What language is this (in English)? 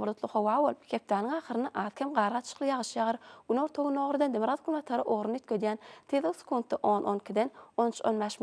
Turkmen